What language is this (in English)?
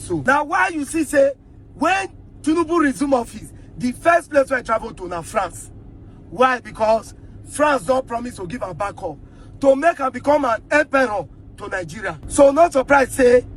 Nigerian Pidgin